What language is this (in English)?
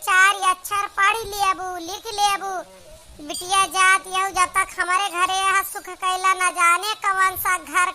Awadhi